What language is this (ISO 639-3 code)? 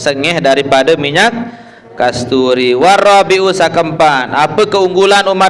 sas